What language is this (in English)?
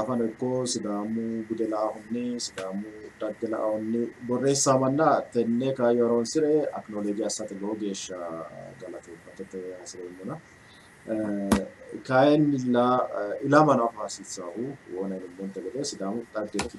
Sidamo